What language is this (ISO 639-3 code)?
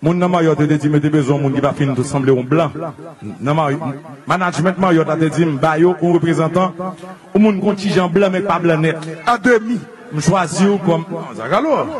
hat